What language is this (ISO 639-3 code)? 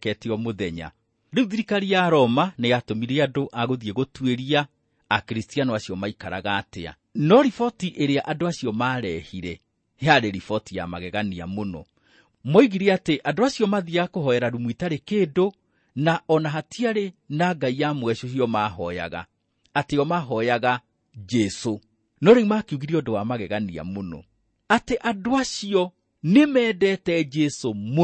kik